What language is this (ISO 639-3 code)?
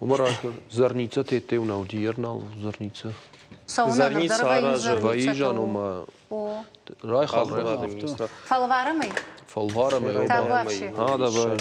oss